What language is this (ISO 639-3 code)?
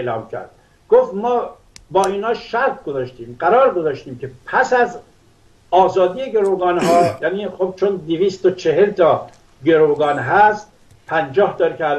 fas